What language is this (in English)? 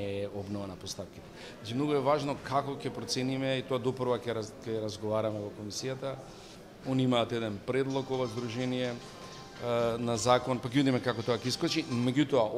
Macedonian